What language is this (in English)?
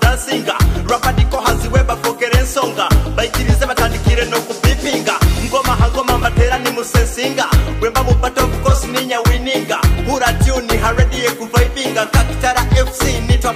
Nyoro